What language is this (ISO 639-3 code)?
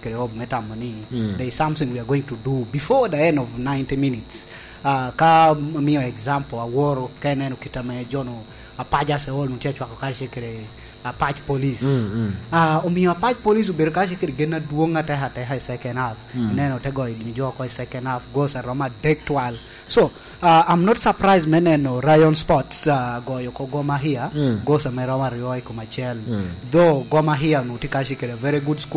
laj